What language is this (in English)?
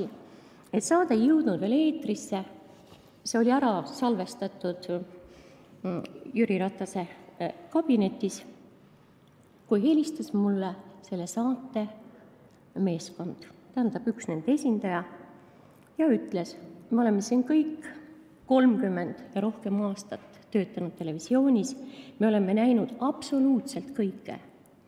Estonian